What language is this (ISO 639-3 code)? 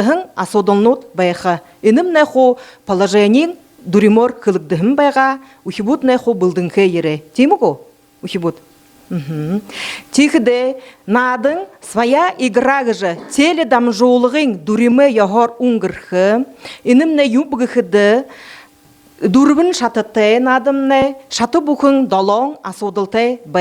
bua